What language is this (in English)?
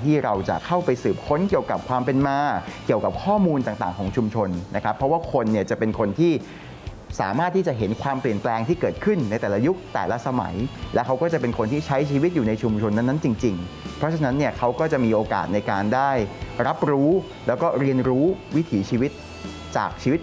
Thai